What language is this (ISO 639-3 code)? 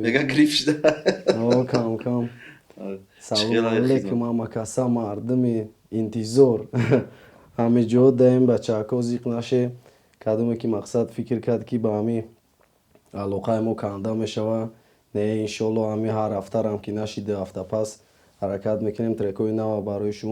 tgk